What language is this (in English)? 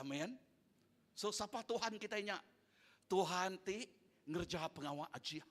Iban